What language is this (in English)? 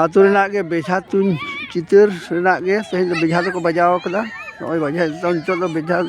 Santali